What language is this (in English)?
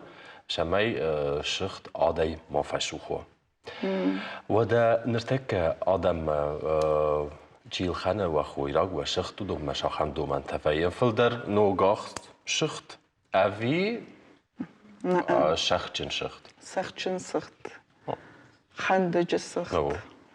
Ossetic